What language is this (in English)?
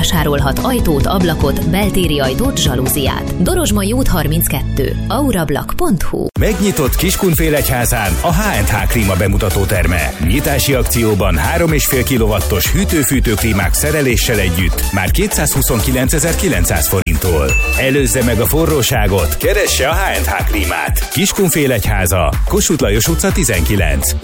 Hungarian